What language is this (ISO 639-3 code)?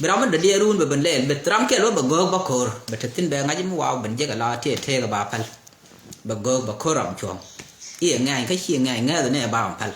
nus